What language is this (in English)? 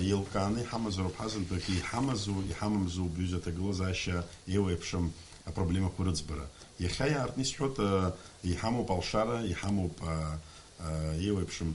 Abkhazian